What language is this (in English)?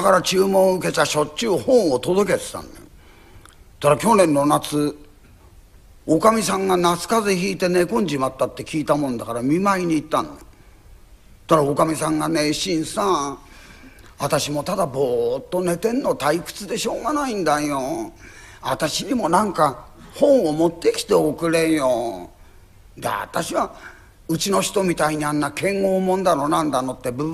Japanese